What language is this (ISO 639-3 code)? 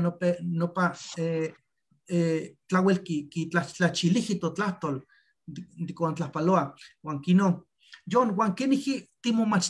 nhe